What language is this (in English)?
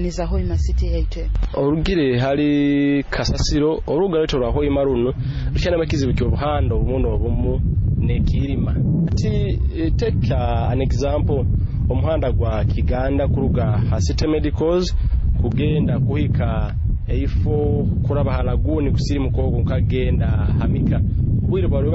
Nyoro